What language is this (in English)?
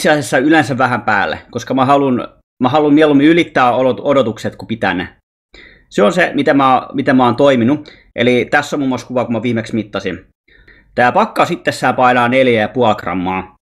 Finnish